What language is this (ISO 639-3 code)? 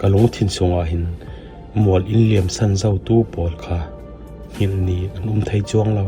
cfm